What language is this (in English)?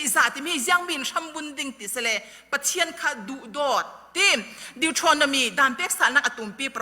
Falam Chin